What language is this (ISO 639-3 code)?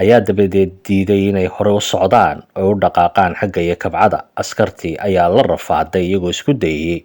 som